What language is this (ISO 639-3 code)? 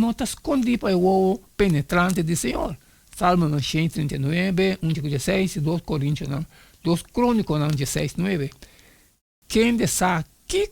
pap